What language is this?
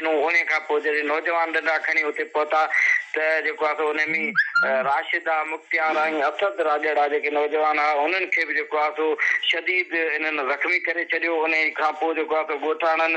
Sindhi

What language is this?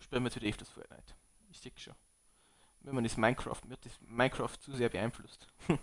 Bavarian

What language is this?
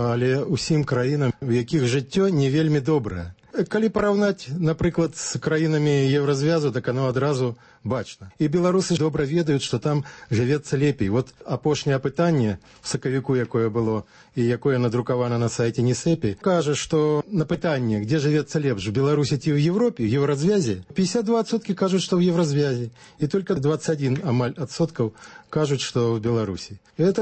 Belarusian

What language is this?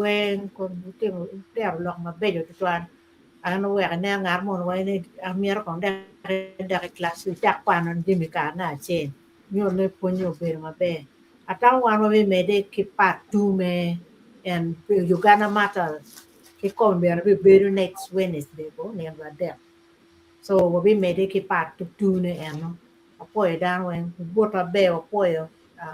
Acoli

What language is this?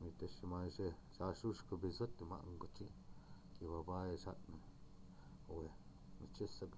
Chippewa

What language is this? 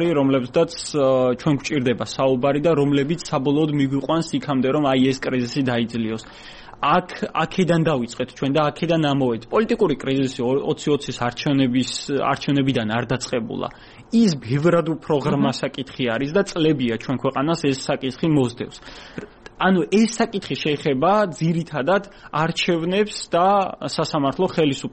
Georgian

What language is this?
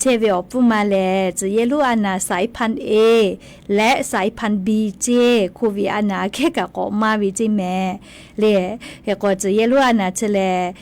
Lahu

